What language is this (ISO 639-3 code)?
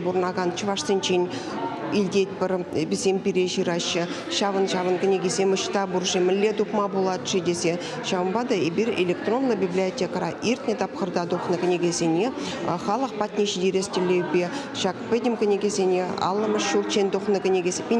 chv